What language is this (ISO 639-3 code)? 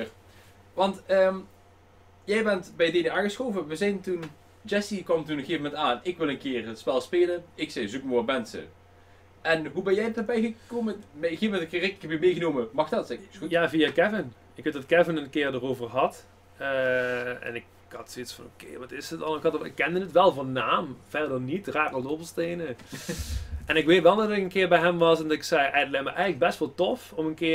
nld